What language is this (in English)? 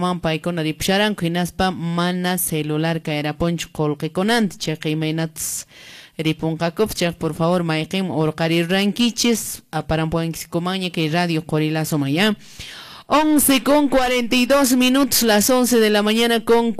Quechua